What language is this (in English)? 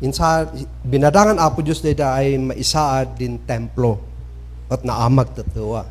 Kankanaey